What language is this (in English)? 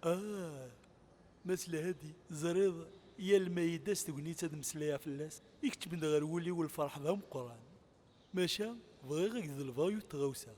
Kabyle